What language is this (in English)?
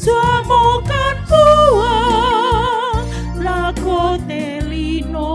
Toraja-Sa'dan